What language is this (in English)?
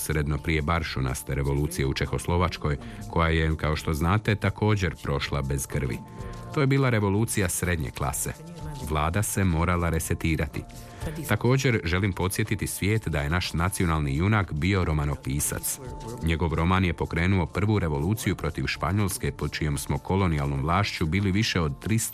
Croatian